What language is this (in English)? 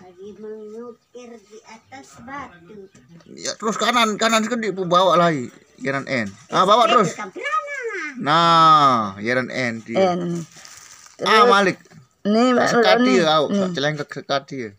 Sasak